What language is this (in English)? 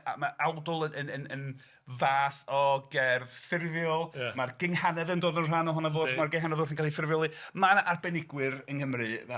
Welsh